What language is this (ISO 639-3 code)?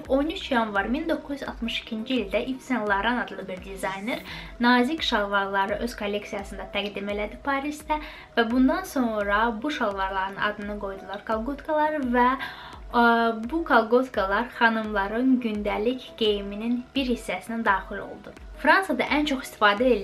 aze